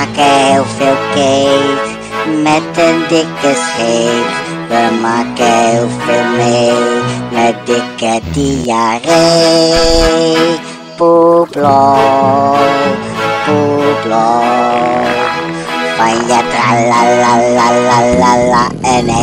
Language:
Dutch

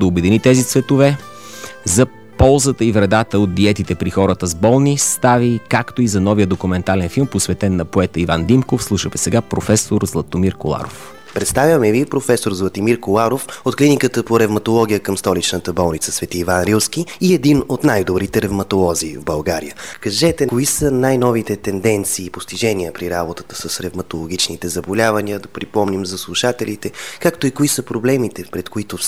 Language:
Bulgarian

